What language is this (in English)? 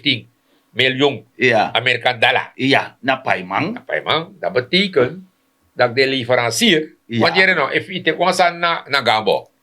Sranan Tongo